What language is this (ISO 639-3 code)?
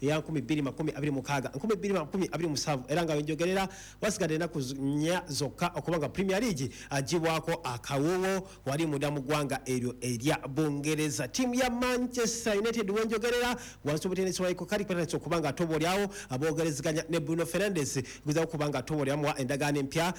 lug